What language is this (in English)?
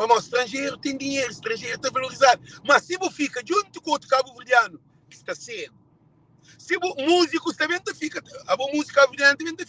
Kabuverdianu